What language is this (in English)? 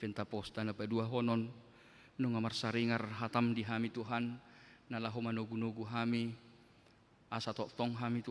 Batak Toba